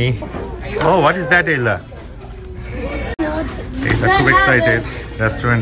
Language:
Bangla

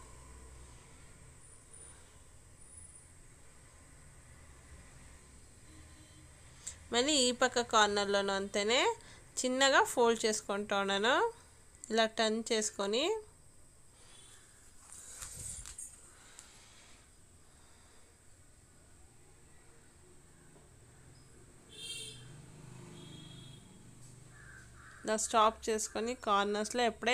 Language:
Telugu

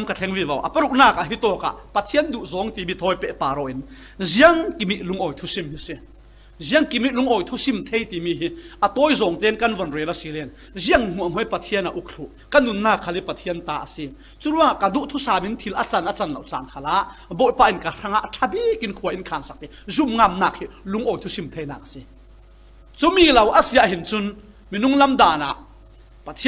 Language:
Falam Chin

